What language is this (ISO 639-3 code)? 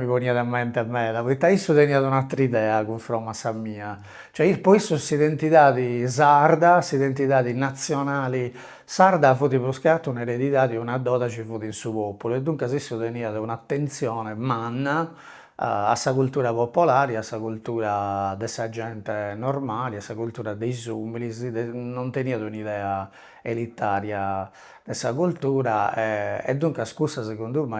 srd